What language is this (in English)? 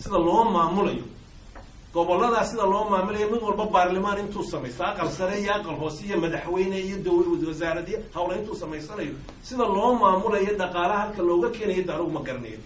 Somali